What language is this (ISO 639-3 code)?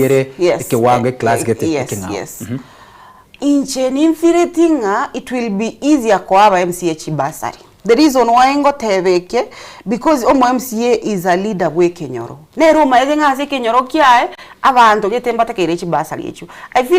guz